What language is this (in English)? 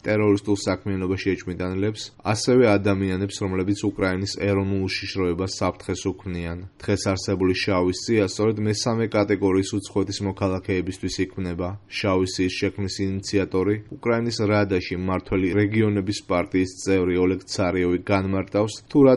Georgian